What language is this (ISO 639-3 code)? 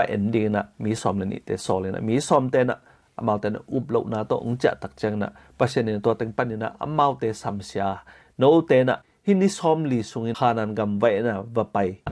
ctd